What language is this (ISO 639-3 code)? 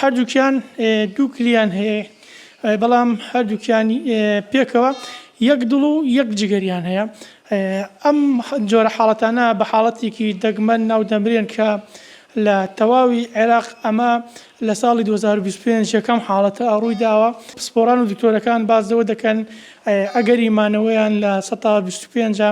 ckb